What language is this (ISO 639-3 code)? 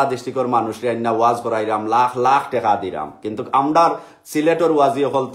syl